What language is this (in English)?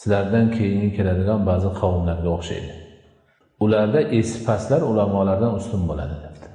Uzbek